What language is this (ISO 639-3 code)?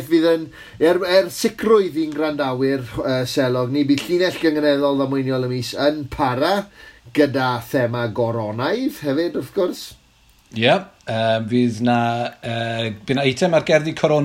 cym